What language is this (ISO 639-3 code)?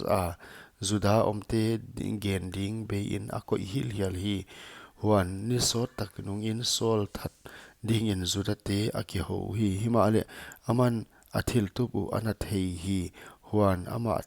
pck